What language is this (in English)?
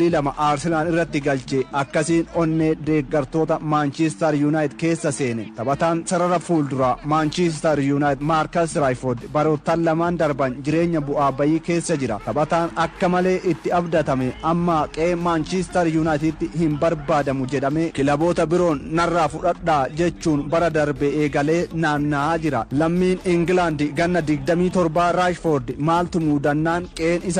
Oromo